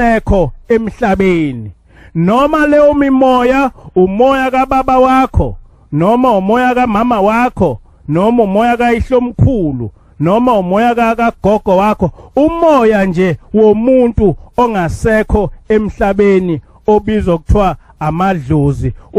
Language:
Zulu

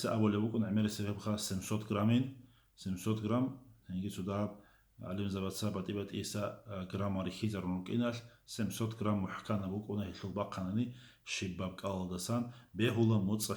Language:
Avaric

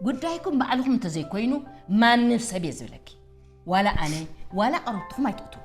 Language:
Tigrinya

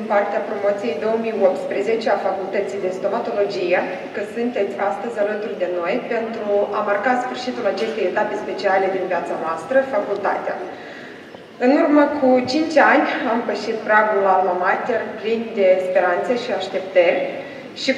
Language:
Romanian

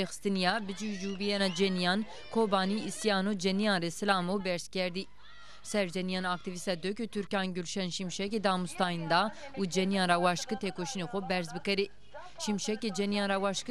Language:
Zaza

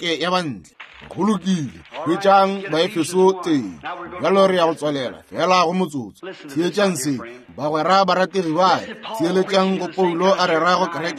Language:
Northern Sotho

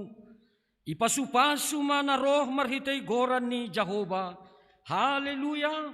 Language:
Batak Simalungun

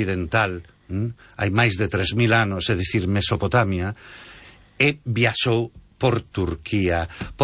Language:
Galician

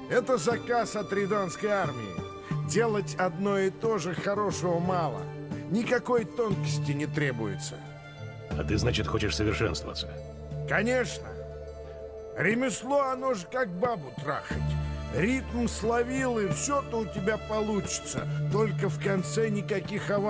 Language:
Russian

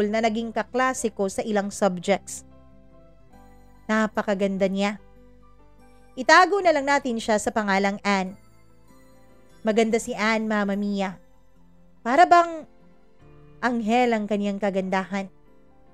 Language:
Filipino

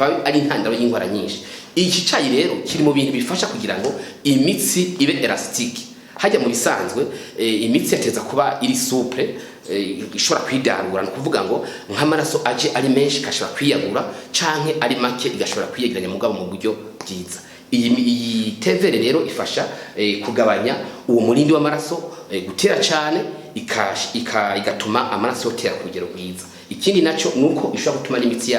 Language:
Rundi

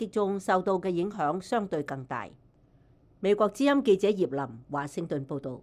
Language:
Cantonese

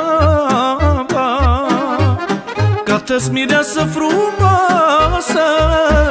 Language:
Romanian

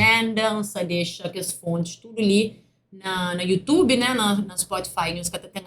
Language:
Kabuverdianu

